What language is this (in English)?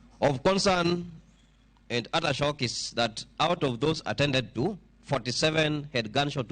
Luo (Kenya and Tanzania)